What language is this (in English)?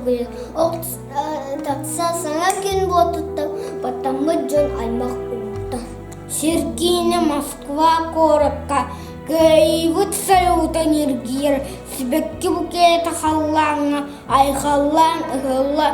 Yakut